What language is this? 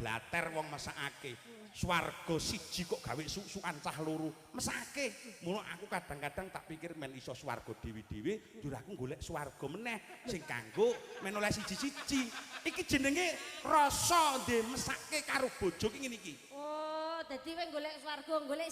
Javanese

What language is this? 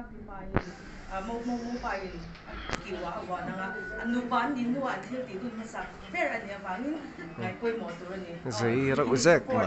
Mizo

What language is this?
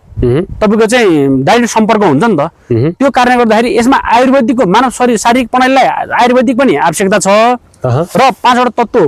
Nepali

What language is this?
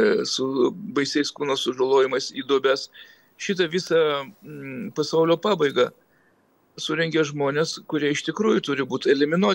Lithuanian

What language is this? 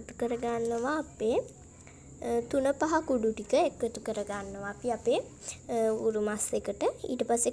Sinhala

